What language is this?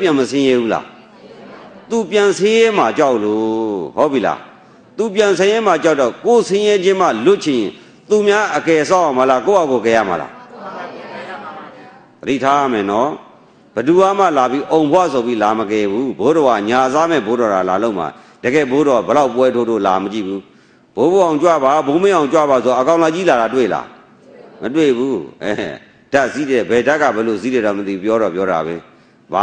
Burmese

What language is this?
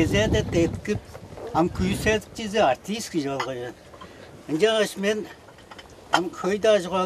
Tuvinian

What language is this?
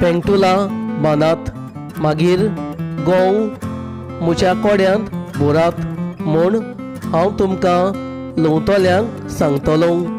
Konkani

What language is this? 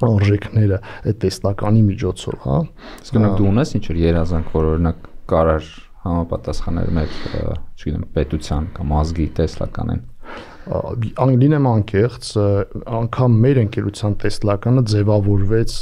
Armenian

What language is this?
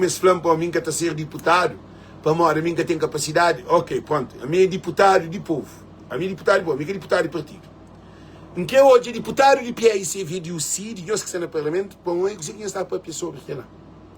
Kabuverdianu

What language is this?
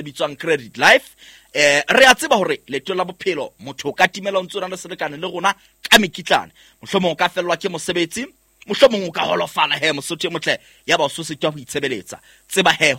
Southern Sotho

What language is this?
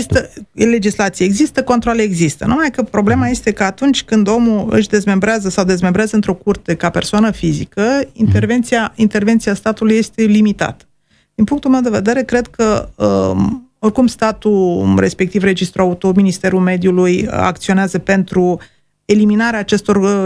Romanian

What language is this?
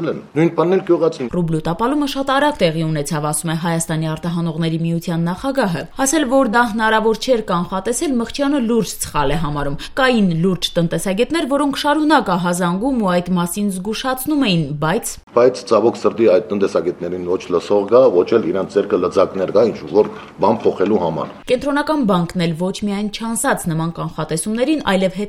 Armenian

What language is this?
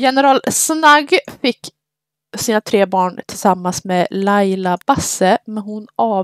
Swedish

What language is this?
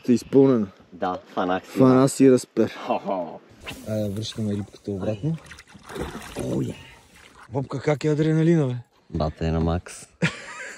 Bulgarian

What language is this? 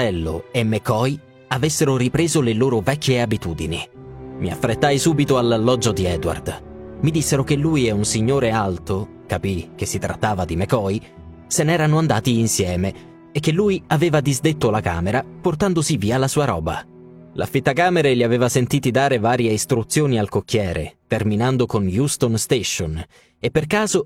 Italian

